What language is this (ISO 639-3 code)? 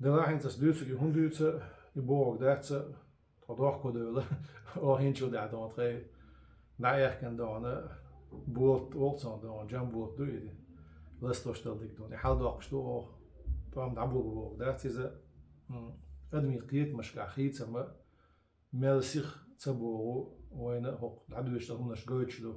che